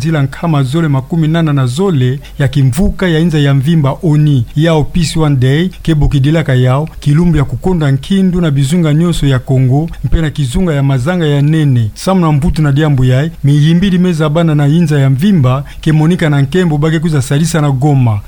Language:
Kituba (Democratic Republic of Congo)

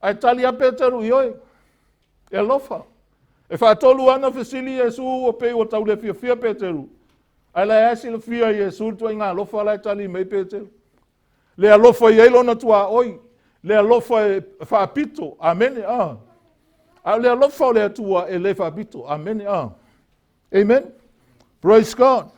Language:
Samoan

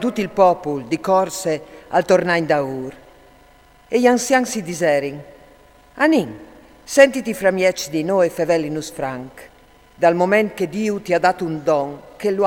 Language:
Friulian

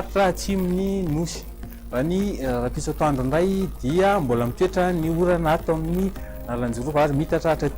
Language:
Malagasy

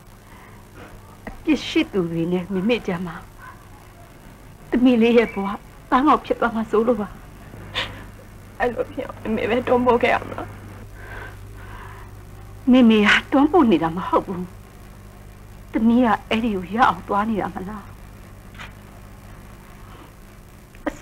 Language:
Burmese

